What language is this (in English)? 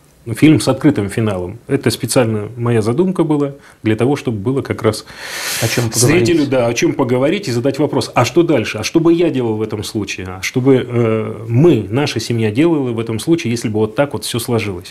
Russian